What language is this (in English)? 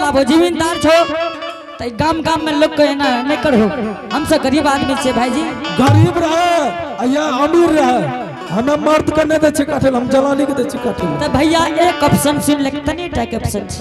Angika